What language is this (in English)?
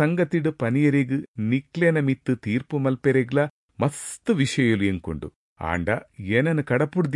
Tulu